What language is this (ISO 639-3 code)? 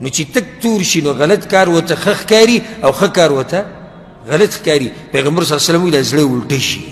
pus